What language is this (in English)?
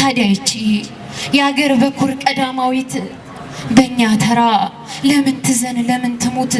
Amharic